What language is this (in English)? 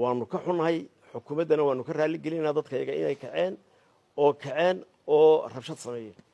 Somali